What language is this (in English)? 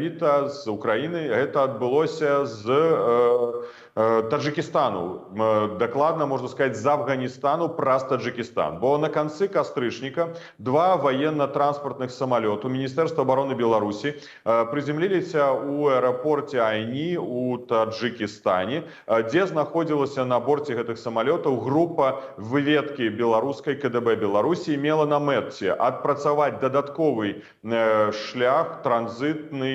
Belarusian